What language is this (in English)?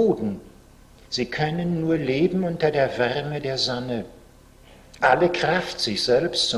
German